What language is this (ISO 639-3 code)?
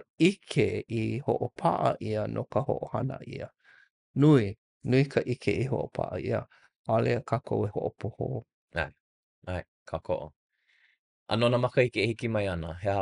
haw